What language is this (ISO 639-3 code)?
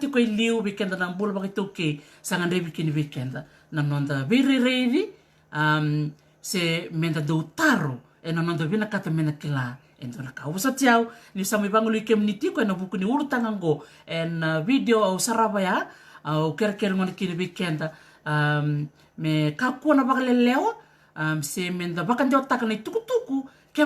fij